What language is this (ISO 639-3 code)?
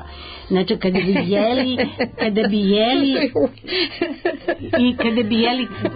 srp